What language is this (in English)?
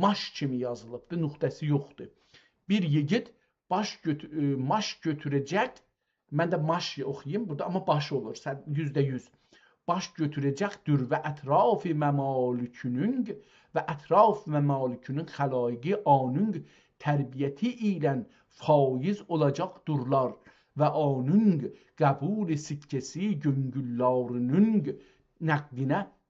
South Azerbaijani